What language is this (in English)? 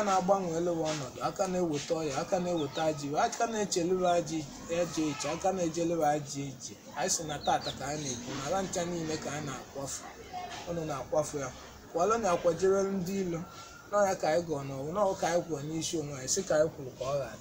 Igbo